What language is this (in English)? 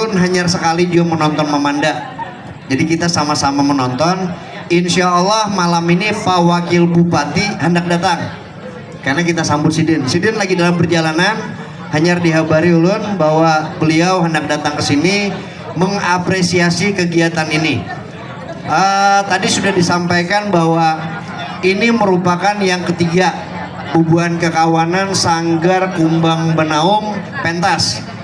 Banjar